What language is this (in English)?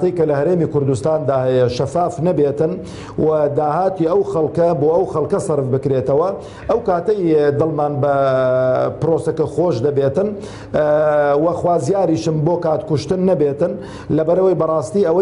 Central Kurdish